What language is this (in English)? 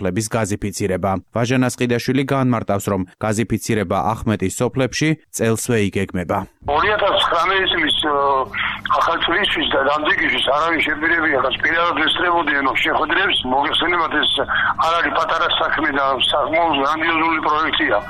Georgian